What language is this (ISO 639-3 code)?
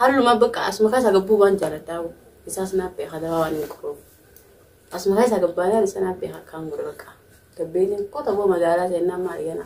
orm